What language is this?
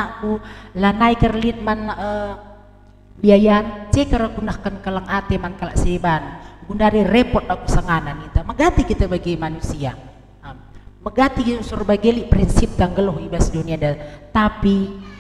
Batak Karo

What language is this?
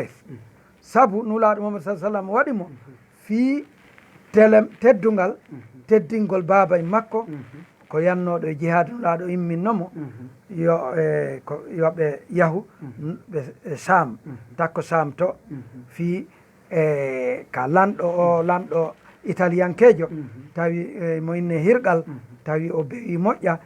Fula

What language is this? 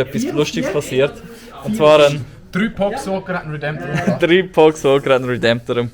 Swiss German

